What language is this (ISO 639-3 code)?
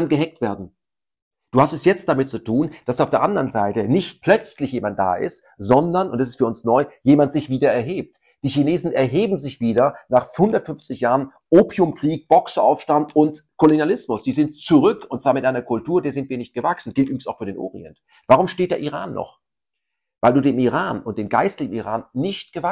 deu